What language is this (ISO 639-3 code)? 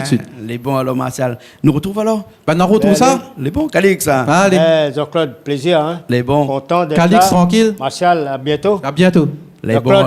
rcf